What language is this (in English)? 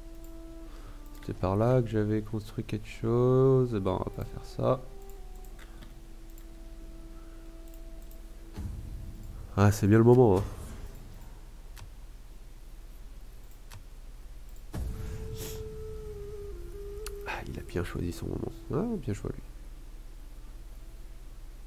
French